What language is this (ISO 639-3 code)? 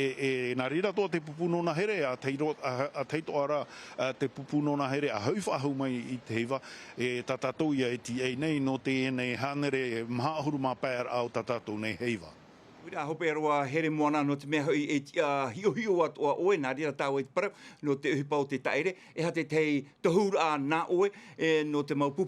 tah